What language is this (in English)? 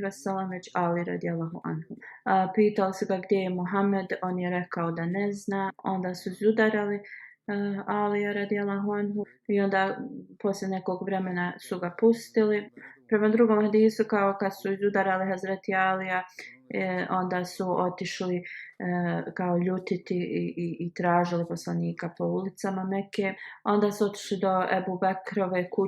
Bosnian